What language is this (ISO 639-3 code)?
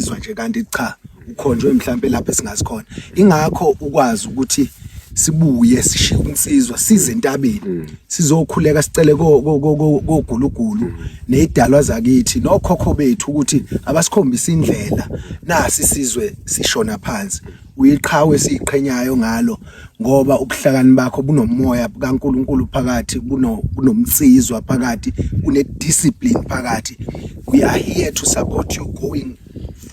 zul